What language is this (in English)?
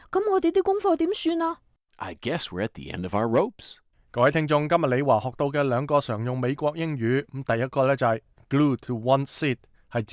Cantonese